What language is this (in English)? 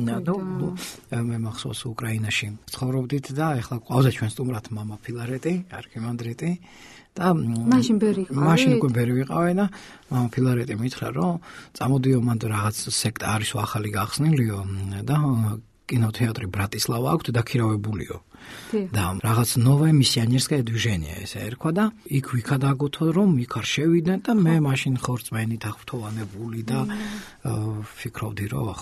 Georgian